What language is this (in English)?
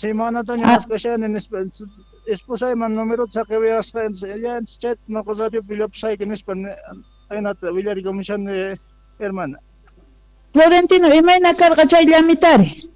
South Bolivian Quechua